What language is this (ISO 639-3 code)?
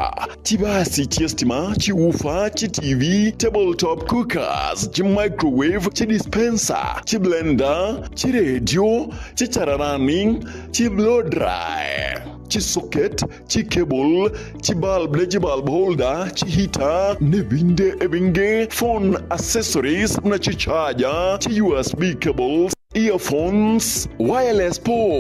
guz